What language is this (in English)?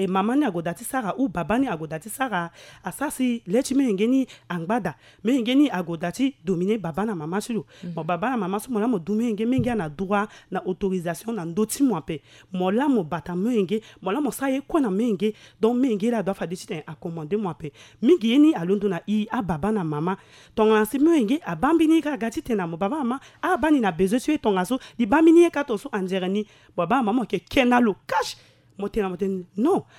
Sango